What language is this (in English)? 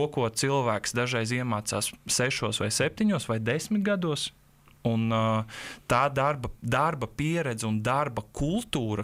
Latvian